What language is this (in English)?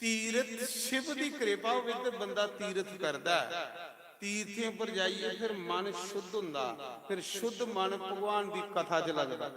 Dogri